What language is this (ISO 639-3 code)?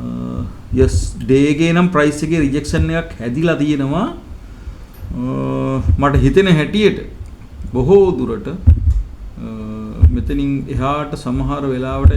sin